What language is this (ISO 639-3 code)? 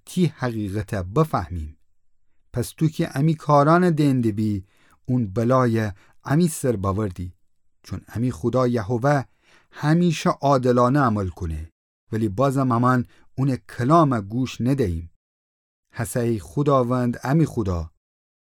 glk